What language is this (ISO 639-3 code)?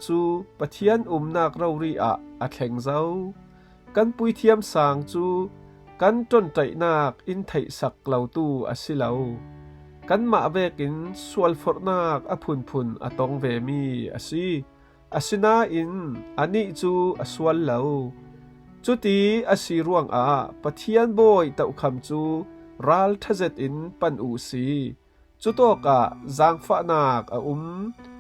cfm